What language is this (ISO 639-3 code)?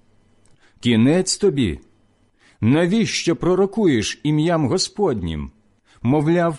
ukr